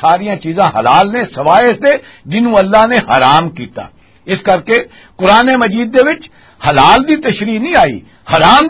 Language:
Western Panjabi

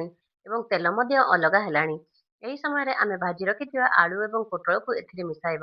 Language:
Odia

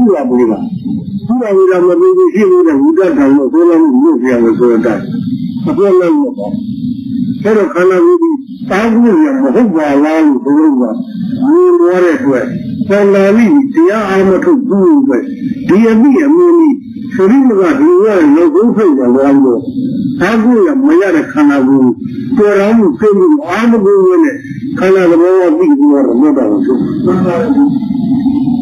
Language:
Burmese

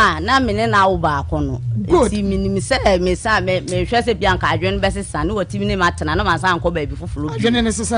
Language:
Akan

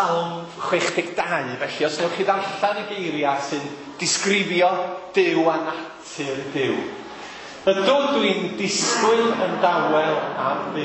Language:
Welsh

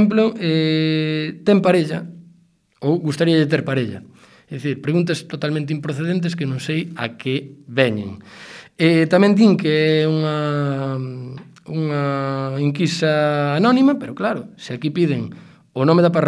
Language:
Galician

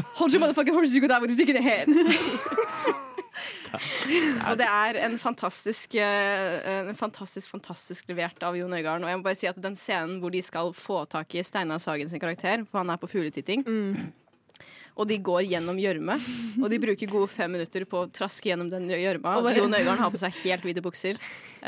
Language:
Norwegian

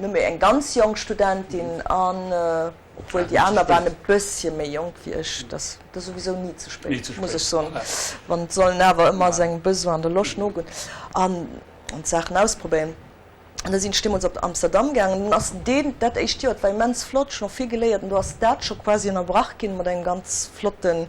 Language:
Luxembourgish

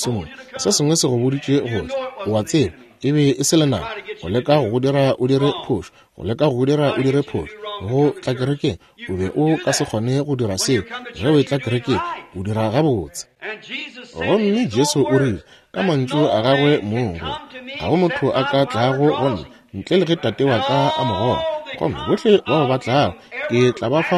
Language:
Northern Sotho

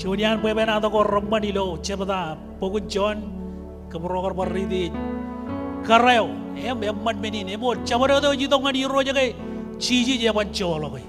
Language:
Marshallese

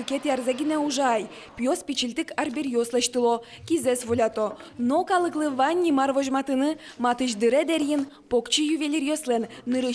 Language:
Udmurt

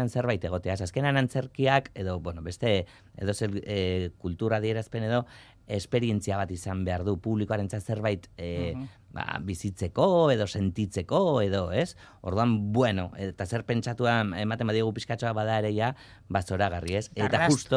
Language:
Basque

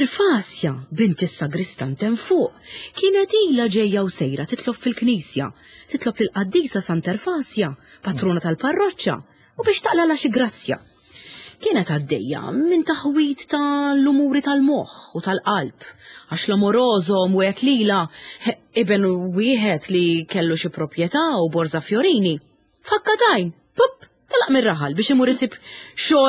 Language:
Maltese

